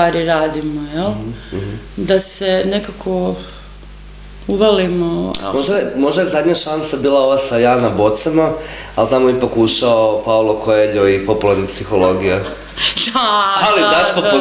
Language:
Croatian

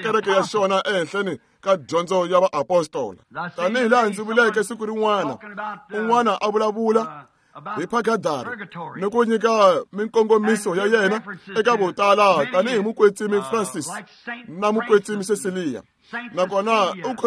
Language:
Tsonga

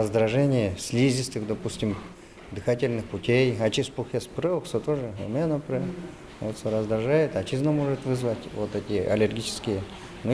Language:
Udmurt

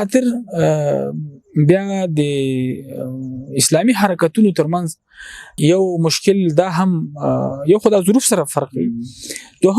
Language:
Pashto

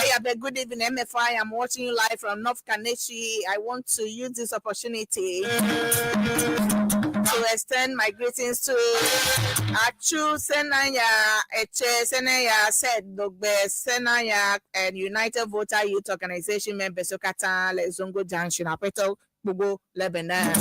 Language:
Ewe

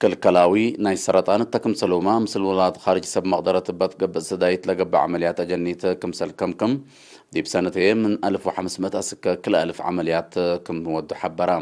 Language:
Tigre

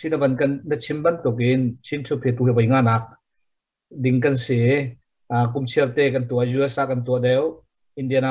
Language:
Hakha Chin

